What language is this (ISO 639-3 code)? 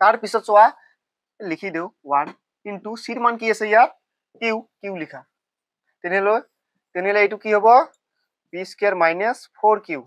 asm